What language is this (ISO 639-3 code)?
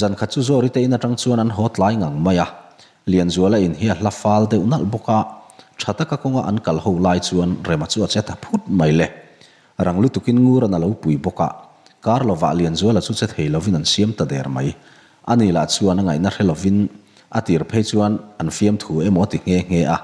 lus